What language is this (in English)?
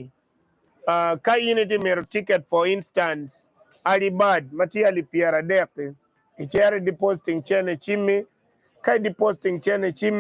Acoli